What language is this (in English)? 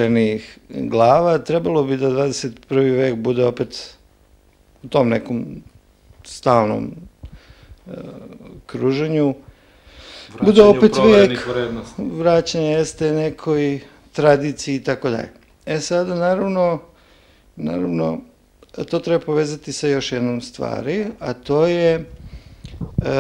Serbian